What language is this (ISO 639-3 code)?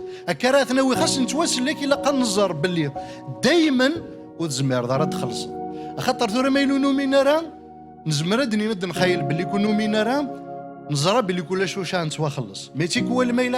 kab